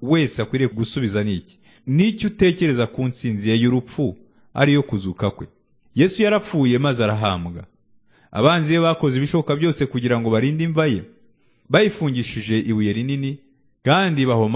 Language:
Kinyarwanda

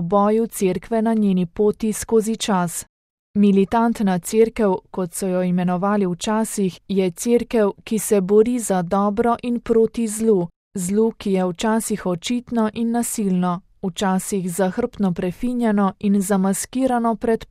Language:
Slovenian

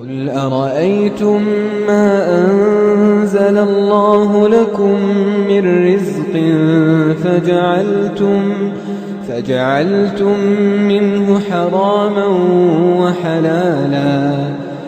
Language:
Arabic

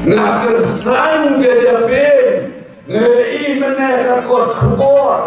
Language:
Khasi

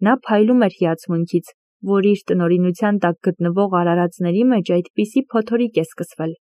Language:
Armenian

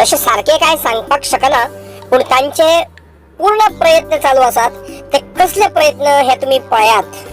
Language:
Konkani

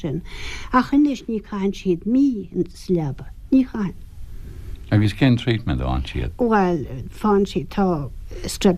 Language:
Irish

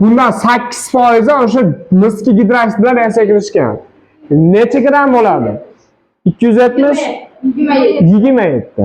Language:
Uzbek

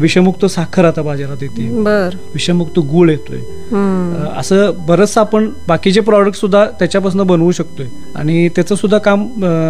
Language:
Marathi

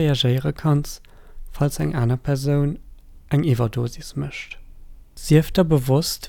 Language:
Luxembourgish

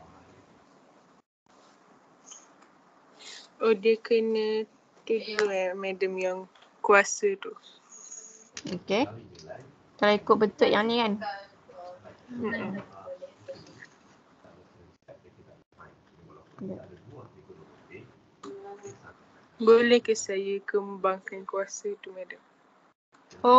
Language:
Malay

